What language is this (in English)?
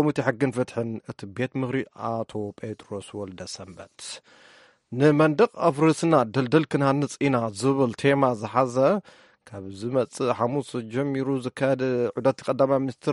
Tigrinya